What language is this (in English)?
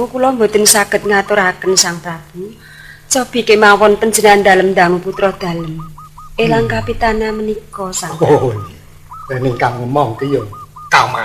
Javanese